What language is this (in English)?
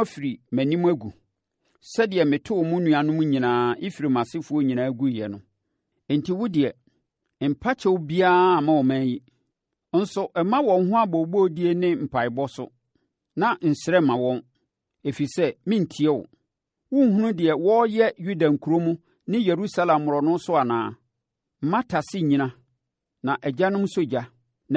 Akan